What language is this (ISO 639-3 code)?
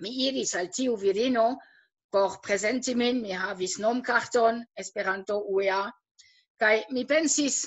epo